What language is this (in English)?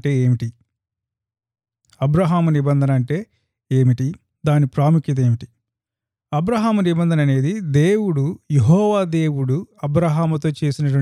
Telugu